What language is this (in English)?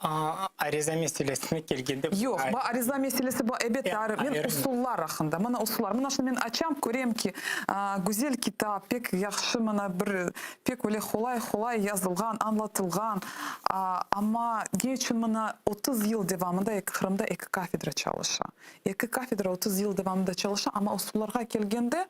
Crimean Tatar